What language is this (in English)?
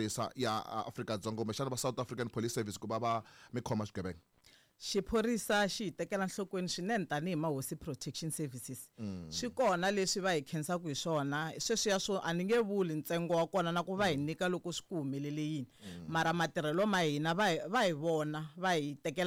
Tsonga